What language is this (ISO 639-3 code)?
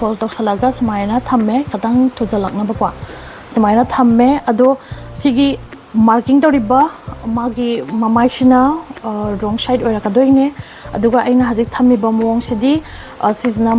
mni